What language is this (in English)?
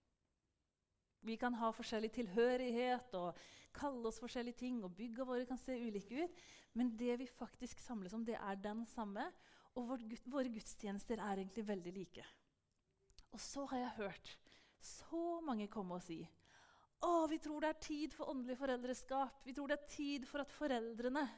Norwegian